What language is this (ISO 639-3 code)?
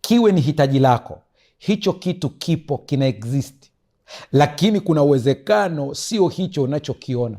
swa